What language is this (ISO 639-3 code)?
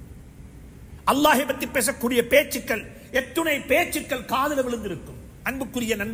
tam